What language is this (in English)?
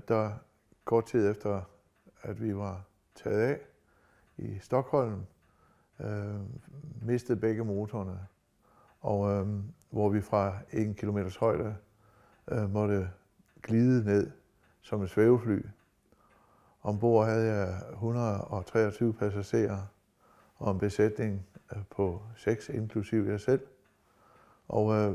Danish